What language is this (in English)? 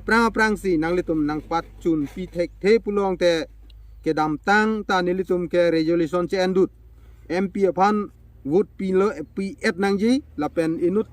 Karbi